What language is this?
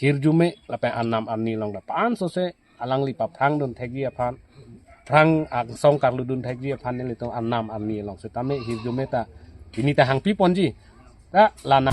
Karbi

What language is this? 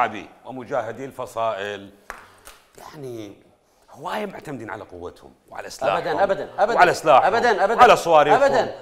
Mesopotamian Arabic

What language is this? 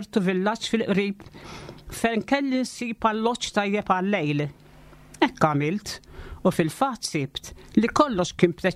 Maltese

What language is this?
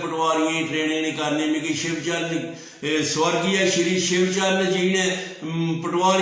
Dogri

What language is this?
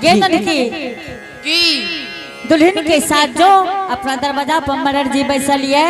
Angika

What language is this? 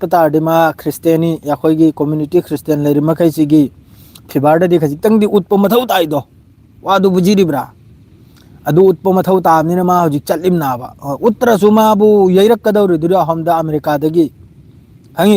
Manipuri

